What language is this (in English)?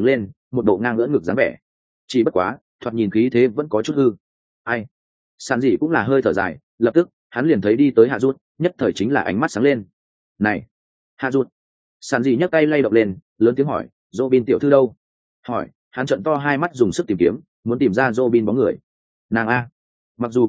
Vietnamese